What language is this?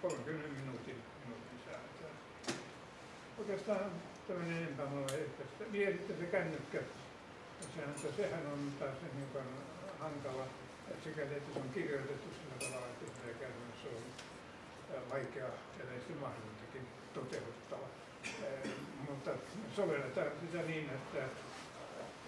Finnish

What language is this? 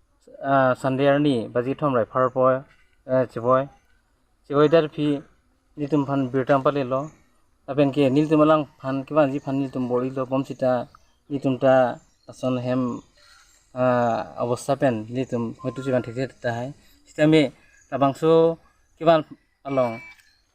Karbi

